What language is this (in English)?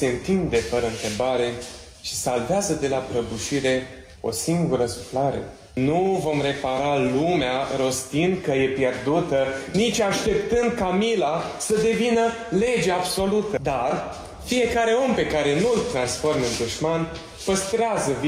Romanian